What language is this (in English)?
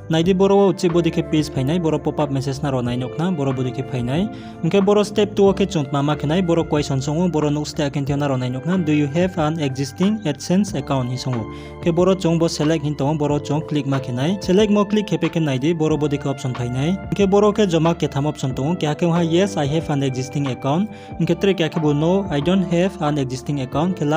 Riang (India)